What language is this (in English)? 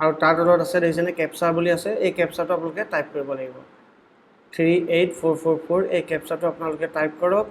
Assamese